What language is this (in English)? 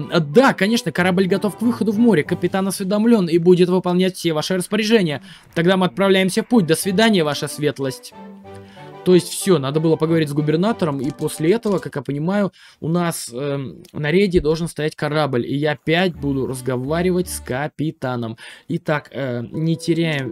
Russian